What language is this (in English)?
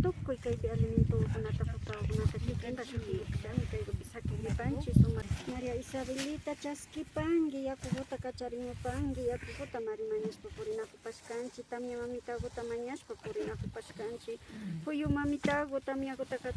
Imbabura Highland Quichua